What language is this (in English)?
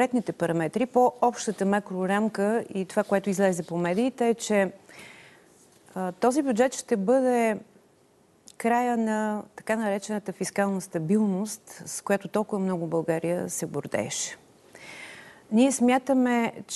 Bulgarian